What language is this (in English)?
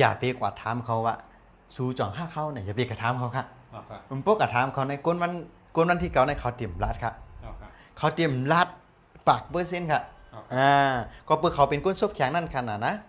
Shan